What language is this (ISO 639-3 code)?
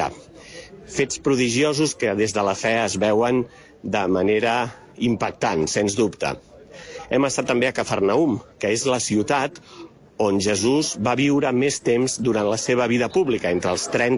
cat